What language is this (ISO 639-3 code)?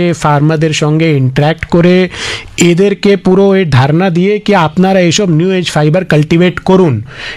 ben